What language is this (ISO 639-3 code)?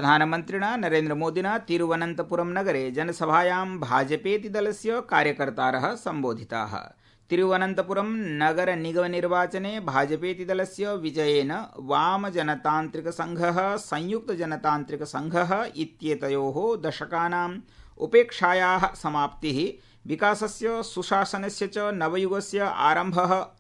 san